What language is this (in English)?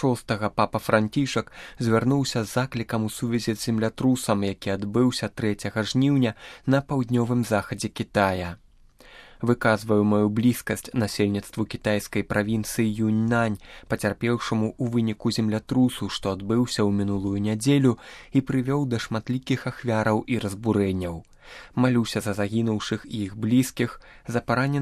Belarusian